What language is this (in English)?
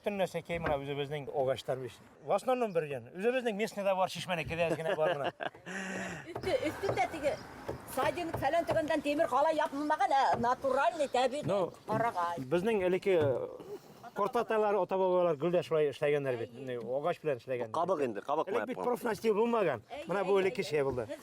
Bashkir